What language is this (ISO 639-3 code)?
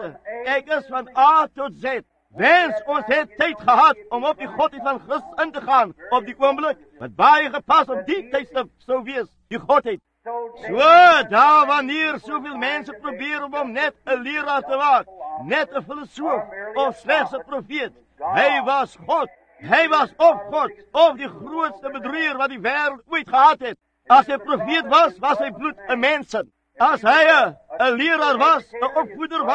afr